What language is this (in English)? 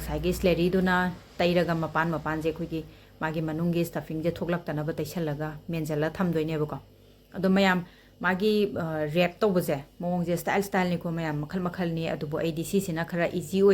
Manipuri